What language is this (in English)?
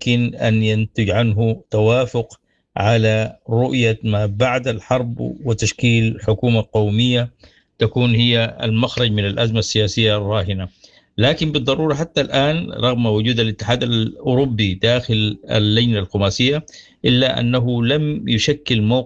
Sudanese Arabic